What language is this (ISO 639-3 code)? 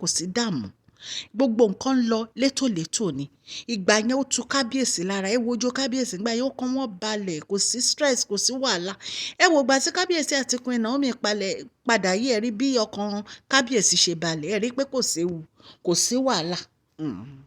yor